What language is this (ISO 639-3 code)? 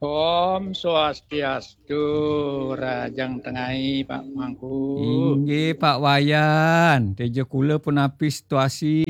ban